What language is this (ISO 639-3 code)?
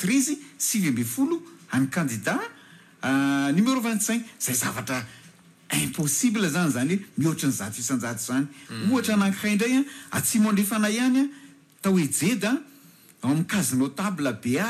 mlg